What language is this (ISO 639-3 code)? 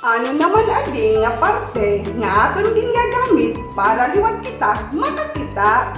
war